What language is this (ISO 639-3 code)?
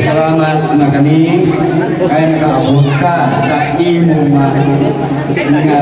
hil